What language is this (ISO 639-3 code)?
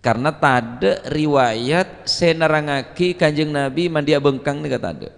mad